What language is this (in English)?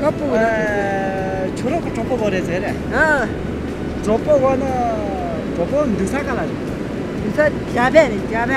Tibetan